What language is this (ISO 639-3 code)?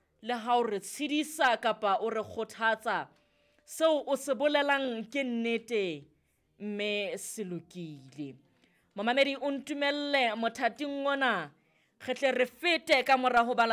sot